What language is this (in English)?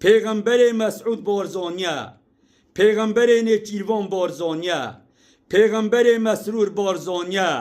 Kurdish